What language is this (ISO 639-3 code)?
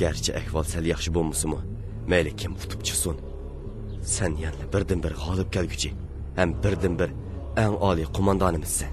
uig